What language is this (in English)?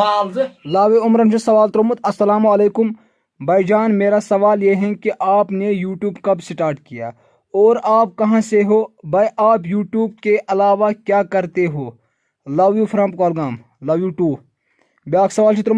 Kashmiri